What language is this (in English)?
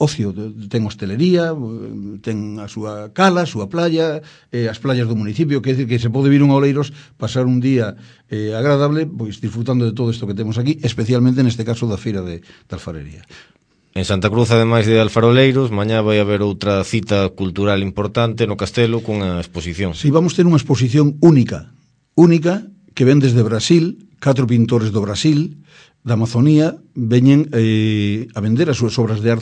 Galician